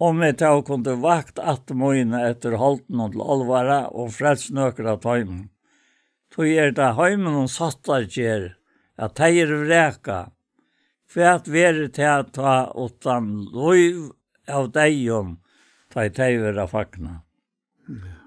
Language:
Faroese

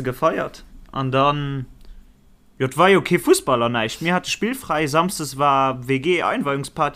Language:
Luxembourgish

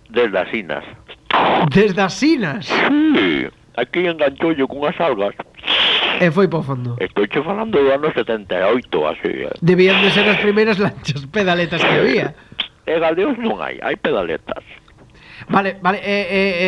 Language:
Galician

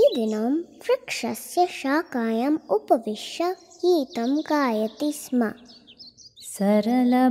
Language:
Sanskrit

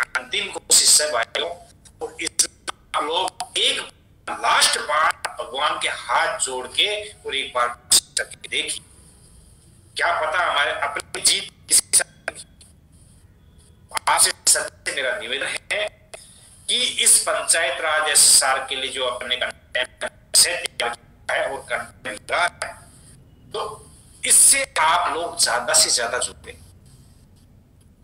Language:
Hindi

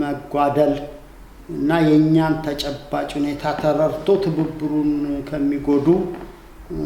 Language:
Amharic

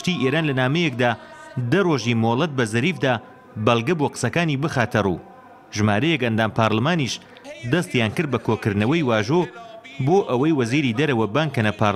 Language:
Central Kurdish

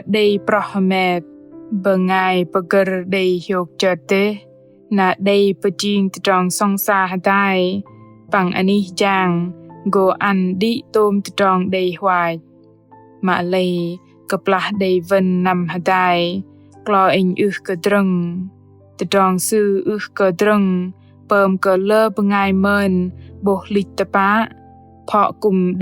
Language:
Bahnar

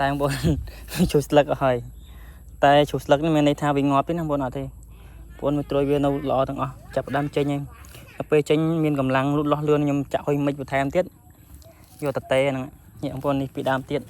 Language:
Khmer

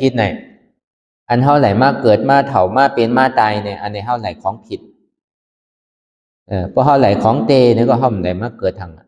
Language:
Shan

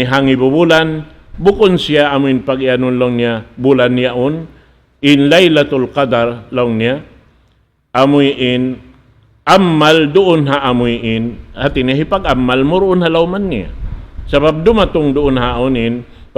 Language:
Tausug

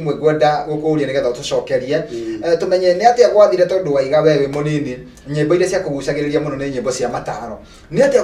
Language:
Kikuyu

